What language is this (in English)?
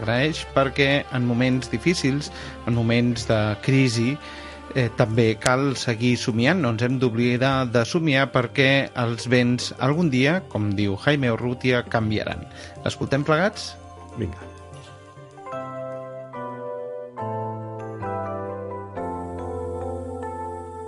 Catalan